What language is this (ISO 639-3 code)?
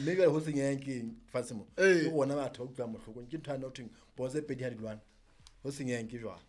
sot